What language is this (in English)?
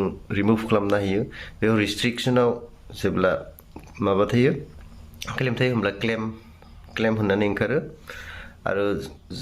Bodo